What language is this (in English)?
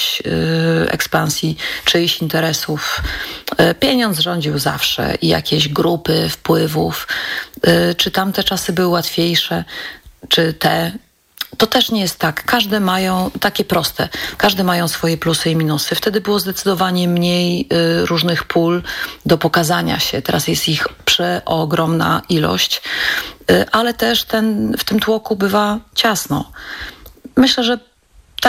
Polish